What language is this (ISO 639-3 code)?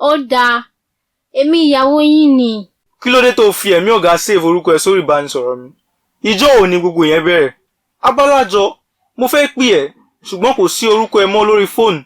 yor